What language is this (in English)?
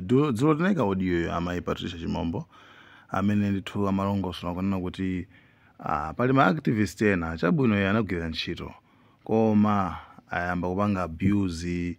Nyanja